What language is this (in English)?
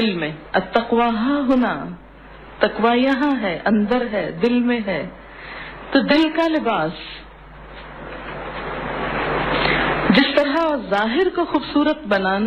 Urdu